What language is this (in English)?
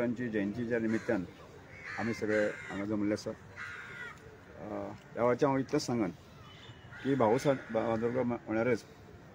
Konkani